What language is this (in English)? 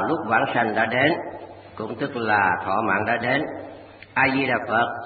Vietnamese